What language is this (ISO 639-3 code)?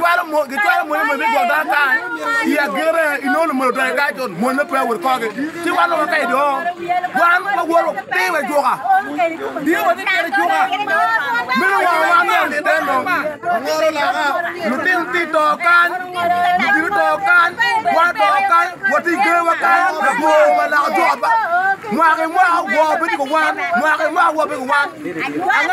ach